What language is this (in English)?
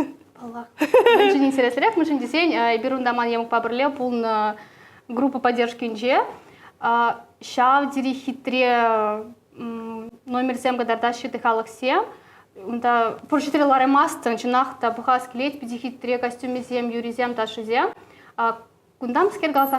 Chuvash